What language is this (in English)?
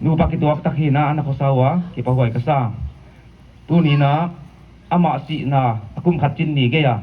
Paite Chin